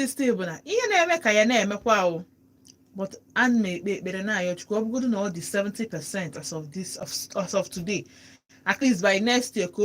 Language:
Igbo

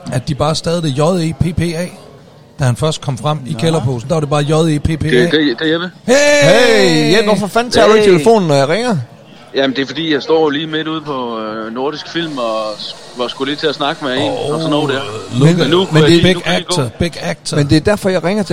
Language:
Danish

